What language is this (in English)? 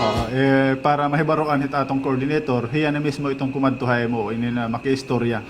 Waray